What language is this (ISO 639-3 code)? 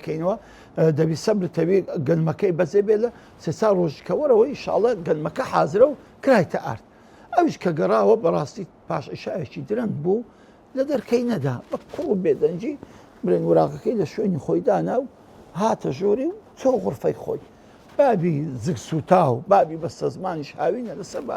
ckb